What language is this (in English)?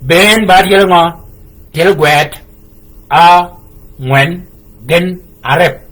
Shilluk